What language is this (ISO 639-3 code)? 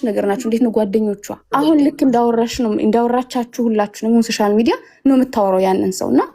amh